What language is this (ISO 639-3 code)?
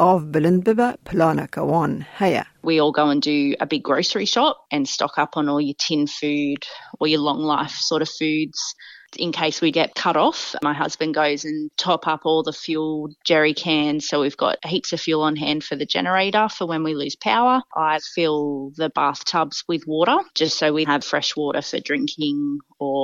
kur